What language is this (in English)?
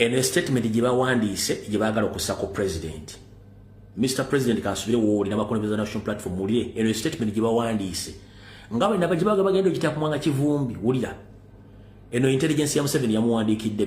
Ganda